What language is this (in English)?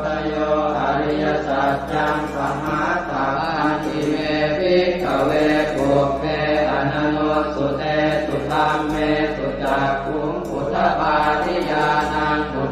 Pali